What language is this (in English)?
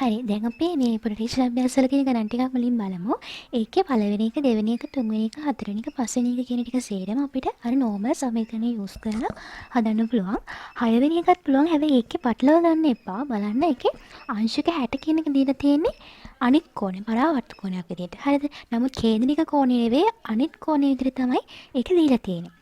Sinhala